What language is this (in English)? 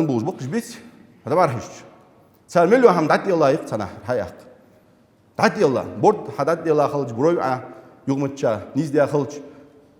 Ingush